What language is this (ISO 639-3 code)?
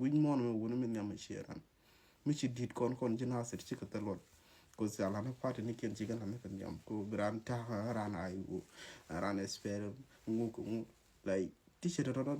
nus